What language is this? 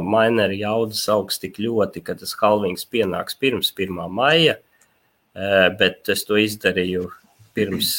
Latvian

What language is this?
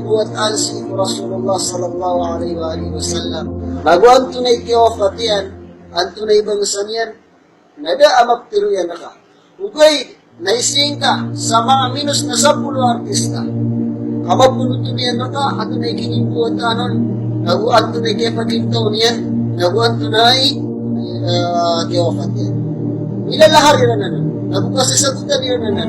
Maranao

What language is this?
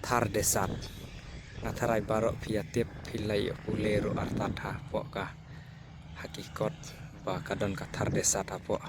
Khasi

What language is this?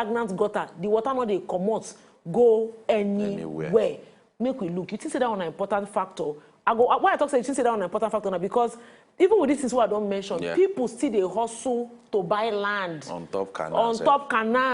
Nigerian Pidgin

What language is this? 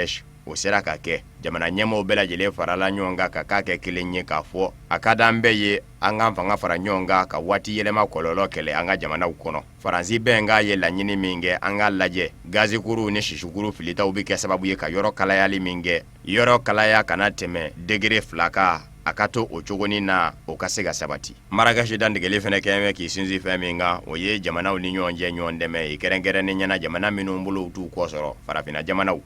Bambara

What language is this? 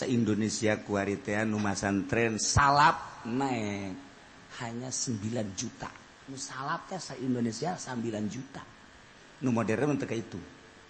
Sundanese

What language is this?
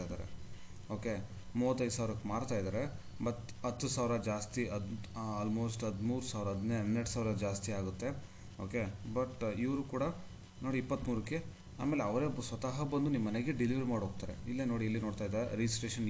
Kannada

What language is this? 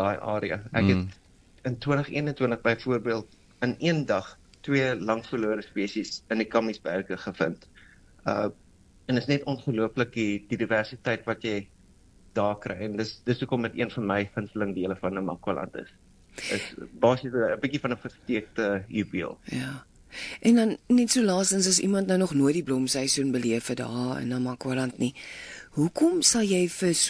Afrikaans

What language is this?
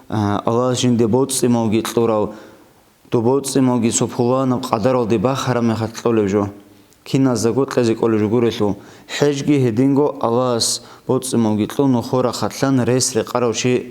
Avaric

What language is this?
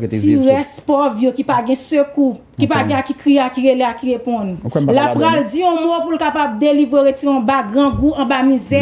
Haitian Creole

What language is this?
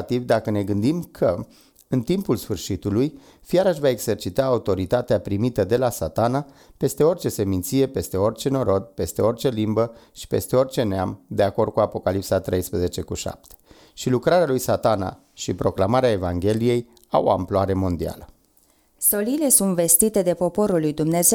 Romanian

